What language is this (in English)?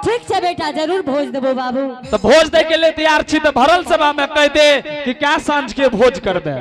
Angika